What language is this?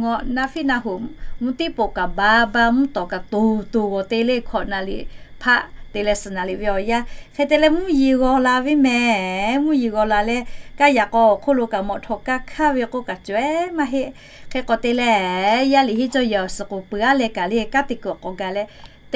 Lahu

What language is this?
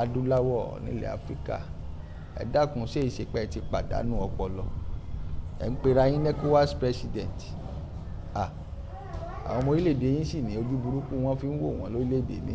Yoruba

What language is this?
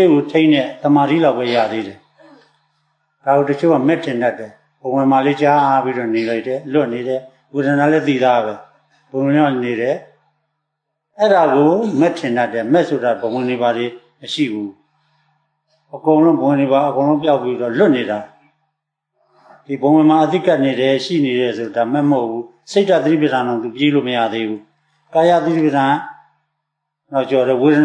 Burmese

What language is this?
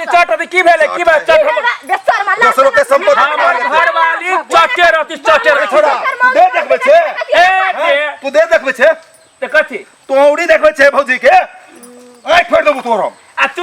Maithili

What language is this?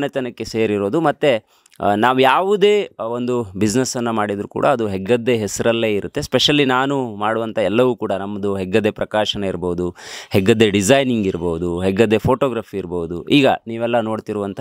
Kannada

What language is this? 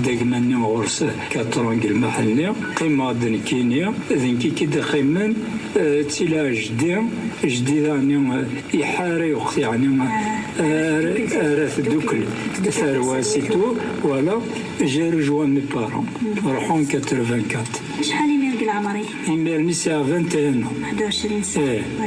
Kabyle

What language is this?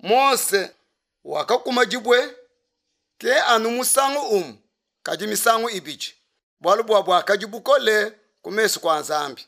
Luba-Lulua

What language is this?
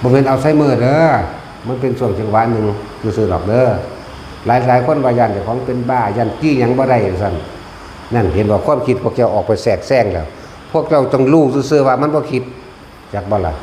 Northeastern Thai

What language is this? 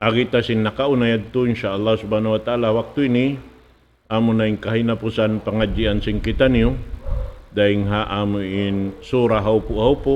Tausug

